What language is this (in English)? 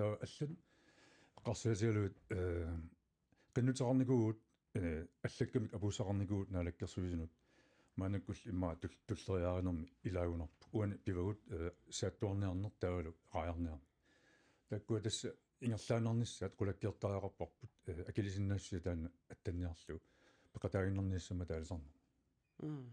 Kalaallisut